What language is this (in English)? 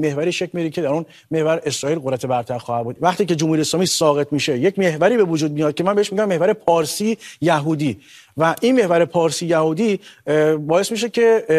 Persian